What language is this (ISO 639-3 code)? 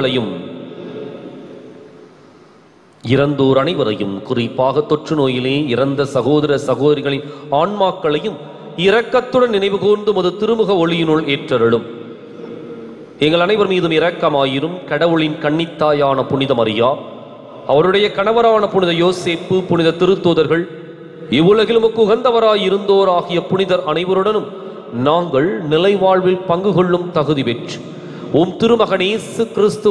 tam